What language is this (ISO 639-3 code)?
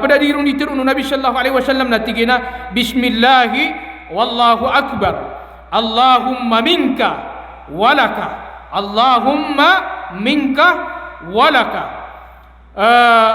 mrw